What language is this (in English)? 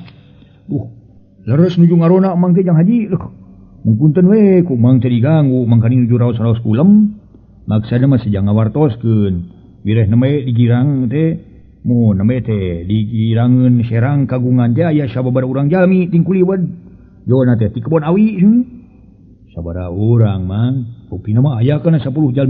Sundanese